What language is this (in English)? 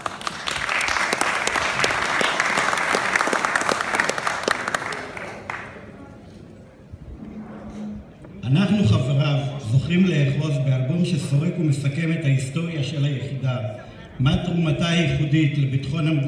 Hebrew